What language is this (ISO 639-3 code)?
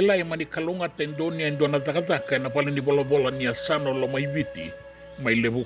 fij